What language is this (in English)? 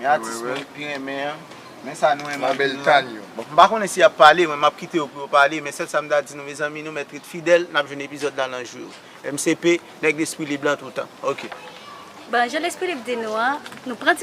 Haitian Creole